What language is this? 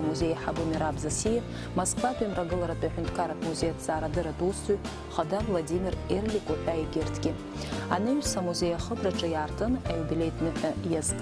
Abkhazian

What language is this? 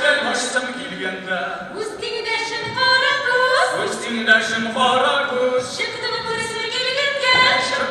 Tatar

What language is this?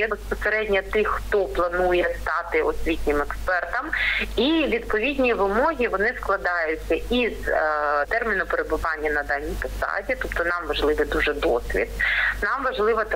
Ukrainian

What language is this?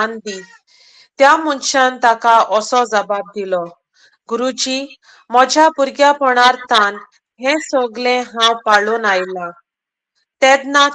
Konkani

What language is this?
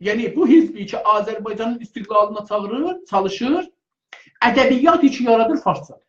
South Azerbaijani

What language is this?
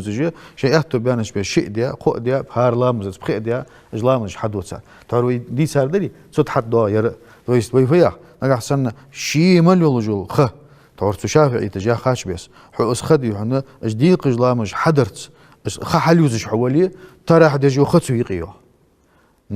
Ingush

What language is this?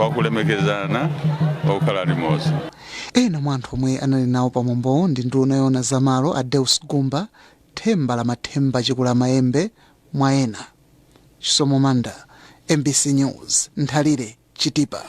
Nyanja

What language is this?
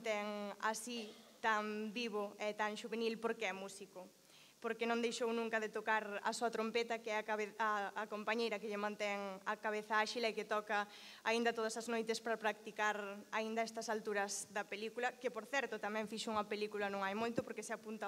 Galician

